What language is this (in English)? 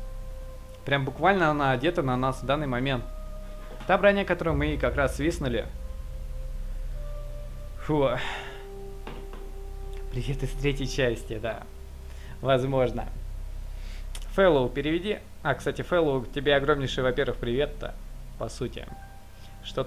Russian